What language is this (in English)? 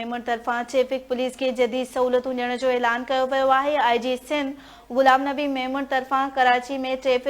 Sindhi